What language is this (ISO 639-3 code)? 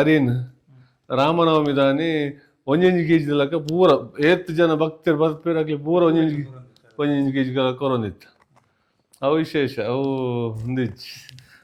tcy